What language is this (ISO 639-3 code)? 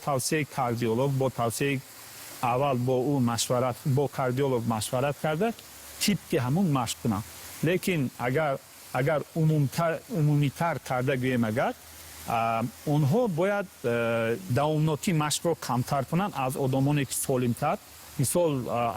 tgk